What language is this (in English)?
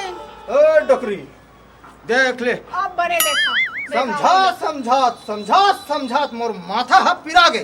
Chhattisgarhi